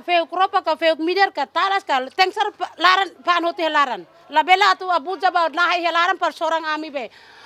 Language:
Tetum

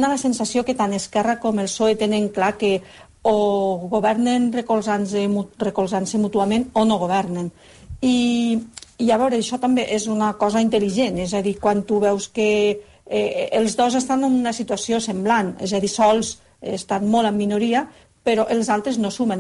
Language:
Catalan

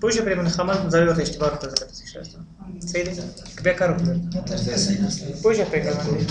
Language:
Pashto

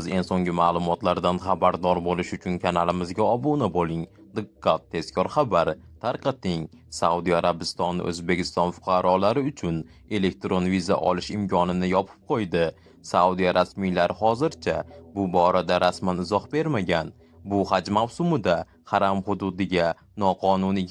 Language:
Uzbek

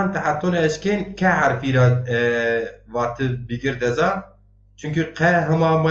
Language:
Zaza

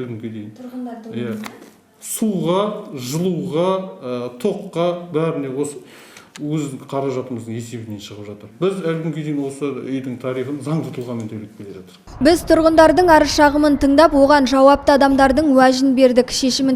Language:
Kazakh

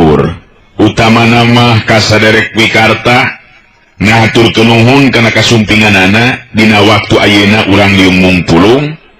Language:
Sundanese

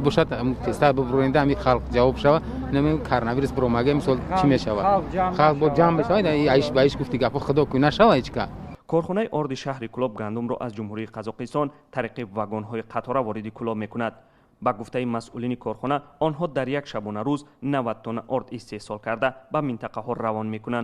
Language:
Tajik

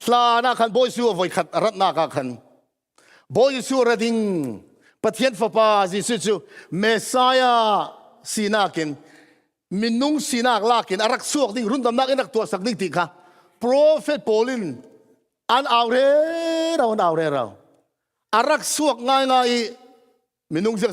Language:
Falam Chin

